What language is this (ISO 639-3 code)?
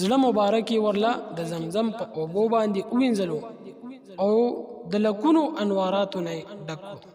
pus